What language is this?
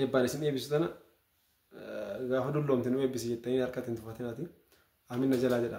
Oromo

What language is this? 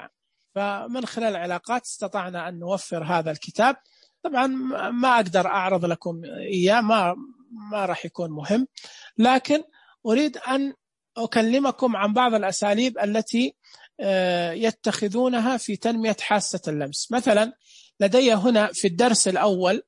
Najdi Arabic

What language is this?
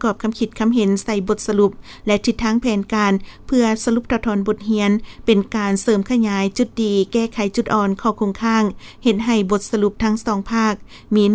Lao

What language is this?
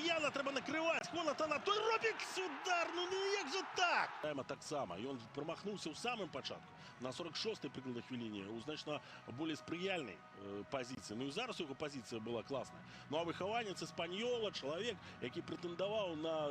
Belarusian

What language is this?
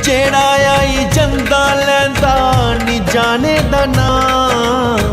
Dogri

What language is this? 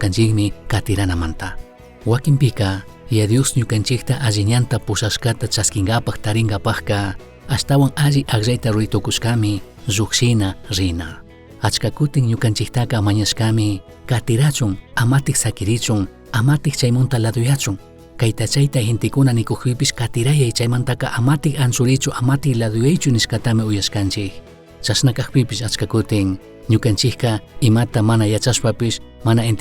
Chimborazo Highland Quichua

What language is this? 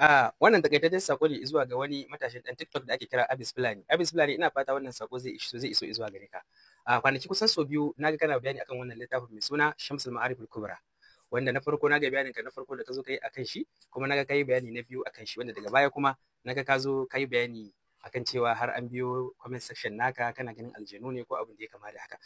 Hausa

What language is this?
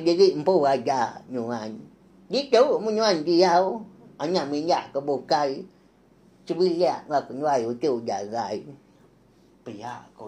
Iban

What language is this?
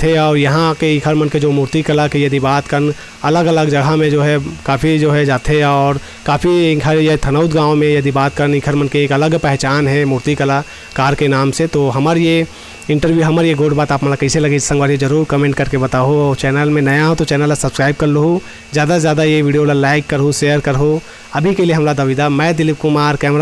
Chhattisgarhi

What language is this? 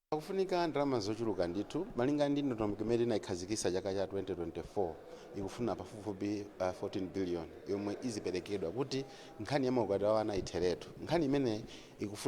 Nyanja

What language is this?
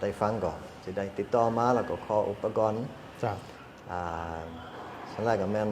Lao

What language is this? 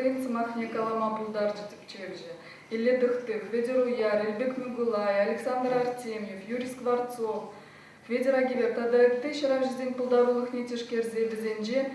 Chuvash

